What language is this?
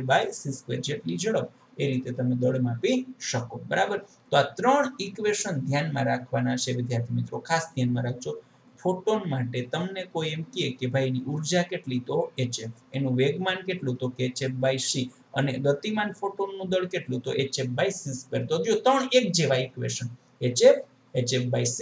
Gujarati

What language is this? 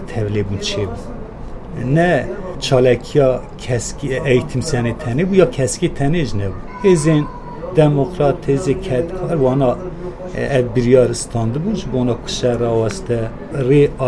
Kurdish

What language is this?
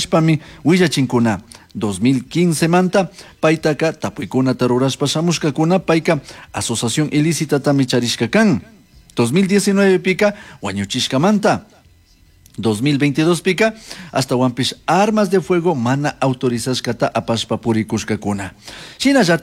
Chimborazo Highland Quichua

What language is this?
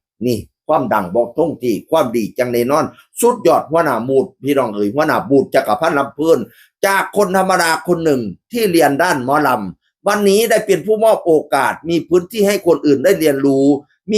Northeastern Thai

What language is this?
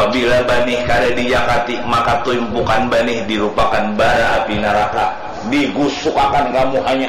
Banjar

